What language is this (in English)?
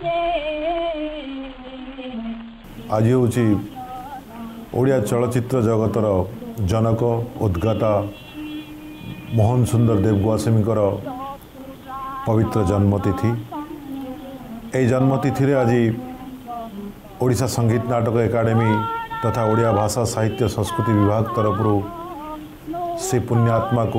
Odia